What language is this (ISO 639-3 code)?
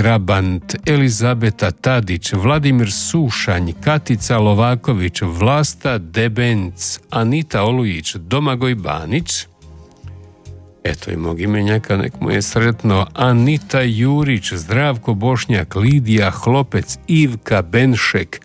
hrv